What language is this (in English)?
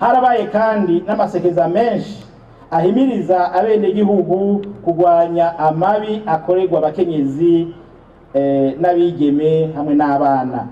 Rundi